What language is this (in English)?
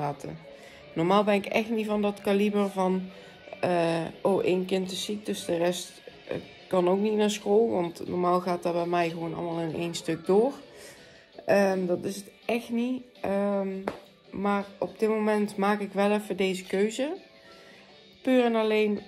Dutch